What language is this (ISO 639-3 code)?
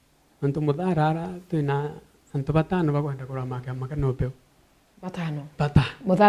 mer